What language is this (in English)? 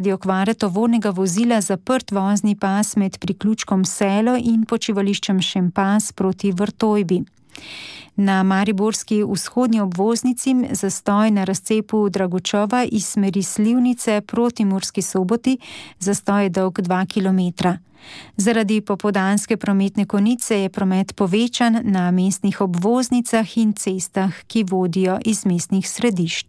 Slovenian